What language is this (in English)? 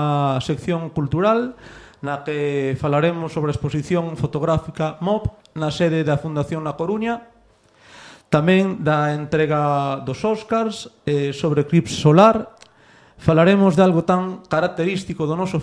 Galician